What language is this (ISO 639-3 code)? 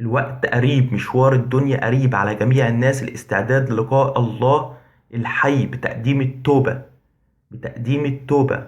arz